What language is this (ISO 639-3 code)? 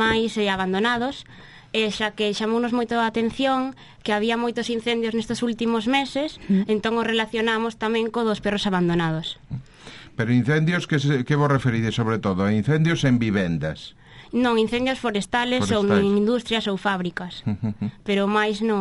glg